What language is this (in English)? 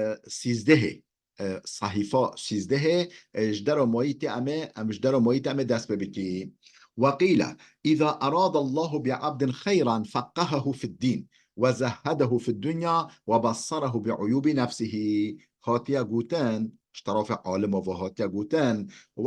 Kurdish